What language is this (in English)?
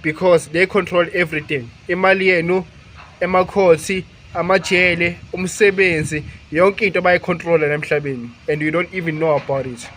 Zulu